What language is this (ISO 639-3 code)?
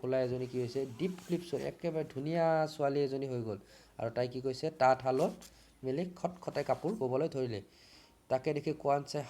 asm